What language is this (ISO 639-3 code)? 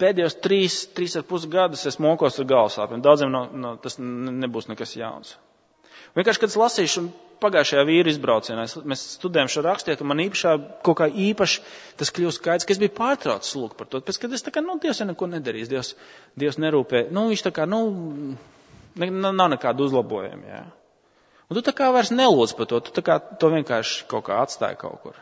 lav